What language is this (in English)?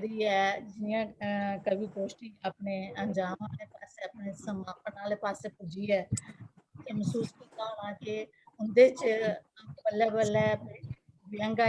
Dogri